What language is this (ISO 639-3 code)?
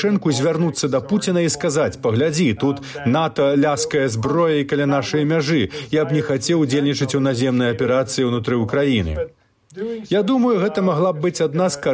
bel